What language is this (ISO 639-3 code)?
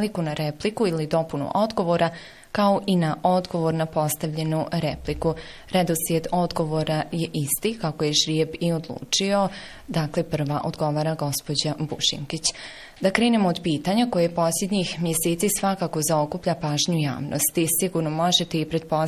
bos